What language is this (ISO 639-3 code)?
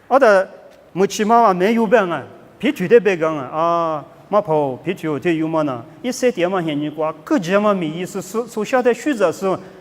lis